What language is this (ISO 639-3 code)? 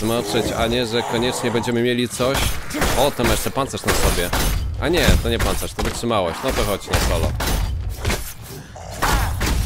pol